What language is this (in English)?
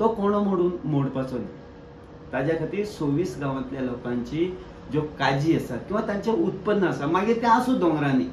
Konkani